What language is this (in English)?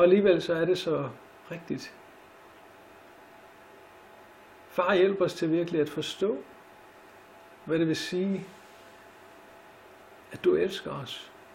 Danish